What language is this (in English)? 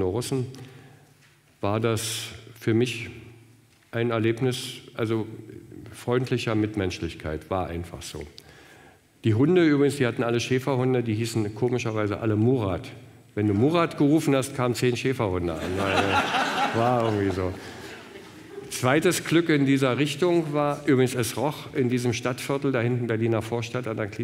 German